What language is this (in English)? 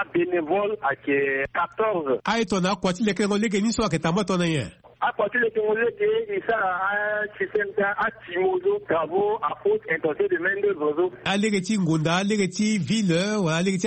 Sango